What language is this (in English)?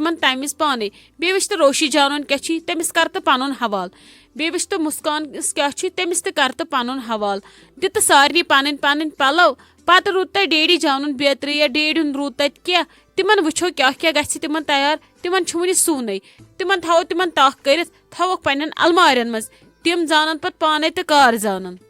Kashmiri